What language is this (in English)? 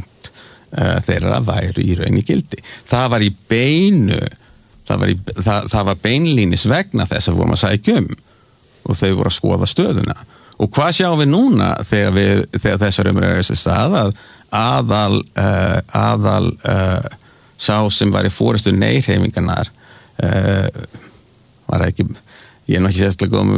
Icelandic